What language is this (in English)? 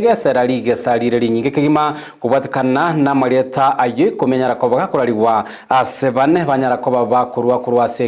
Gusii